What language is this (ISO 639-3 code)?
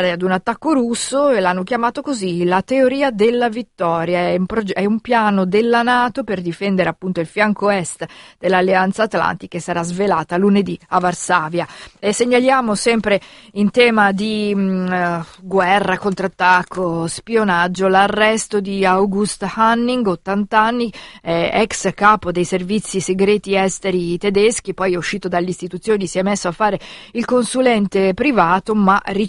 ita